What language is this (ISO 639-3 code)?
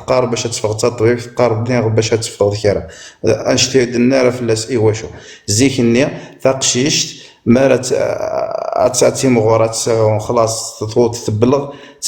kab